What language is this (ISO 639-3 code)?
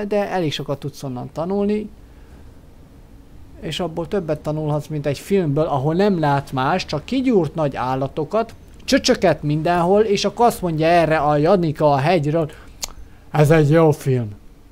hun